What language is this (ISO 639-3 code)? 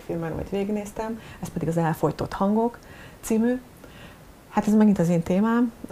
hun